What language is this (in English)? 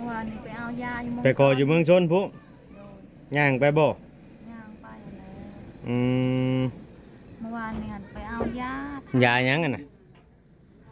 Northeastern Thai